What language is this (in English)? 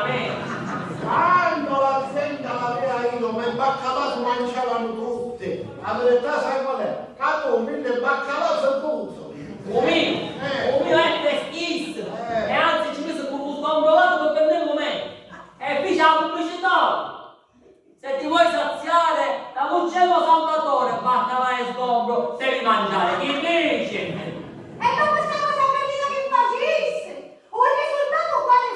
Sicilian